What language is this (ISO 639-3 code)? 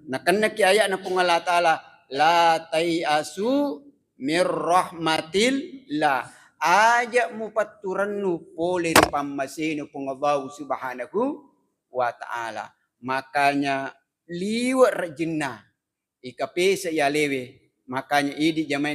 bug